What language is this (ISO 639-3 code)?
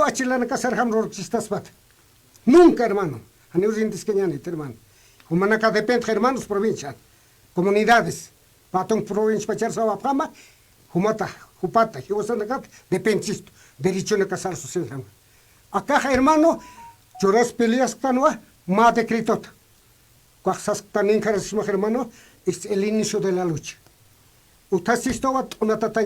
aym